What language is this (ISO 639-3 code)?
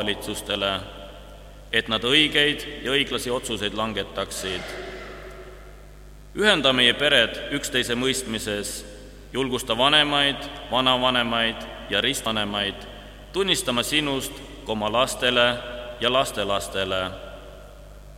est